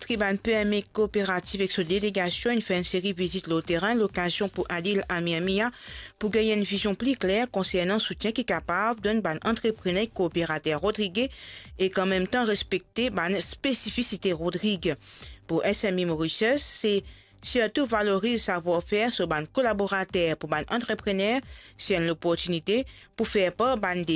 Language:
Morisyen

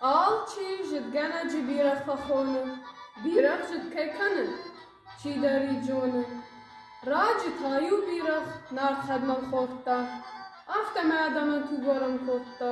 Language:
Ossetic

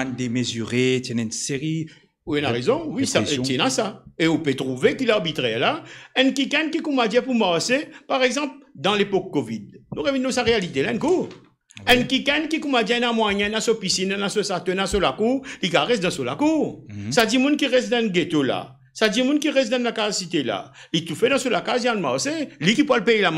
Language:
Morisyen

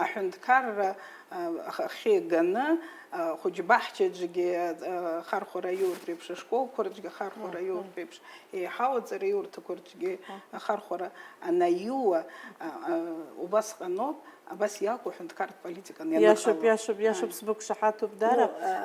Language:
Abkhazian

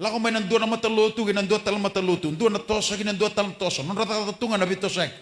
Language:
Fijian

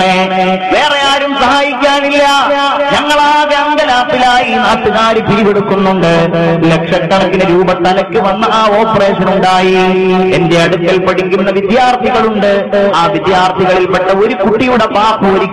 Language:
Malayalam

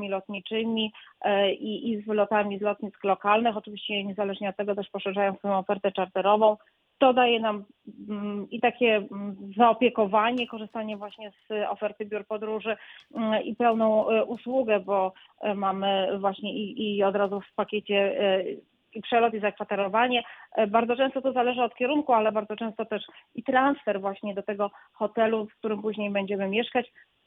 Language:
Polish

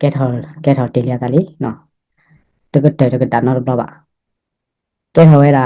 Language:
S'gaw Karen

